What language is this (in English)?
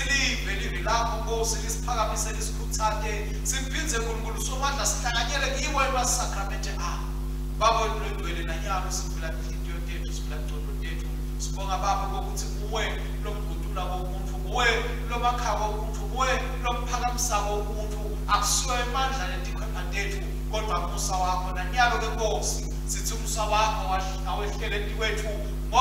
Swati